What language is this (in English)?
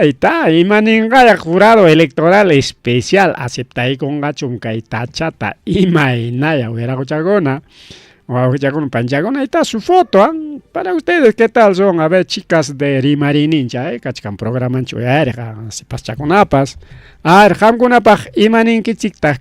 Ayacucho Quechua